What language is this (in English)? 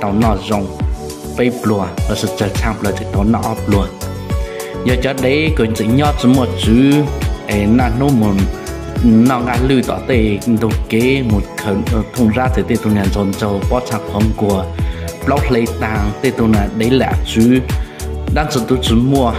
Hmong